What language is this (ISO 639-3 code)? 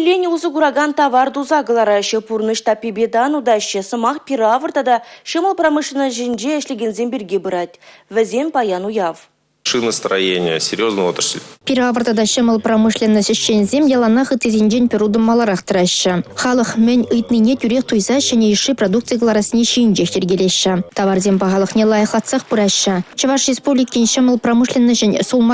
chv